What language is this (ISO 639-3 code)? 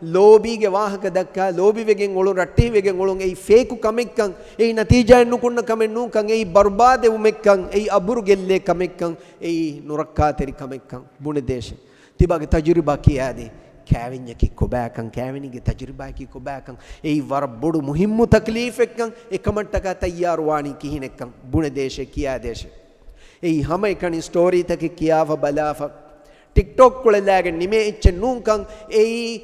div